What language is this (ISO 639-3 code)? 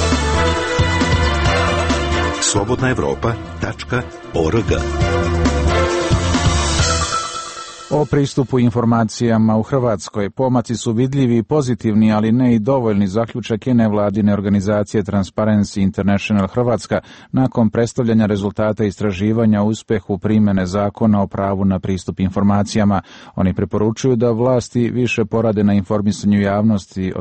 srp